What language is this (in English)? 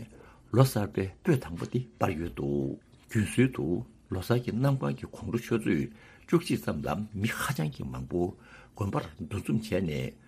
Tibetan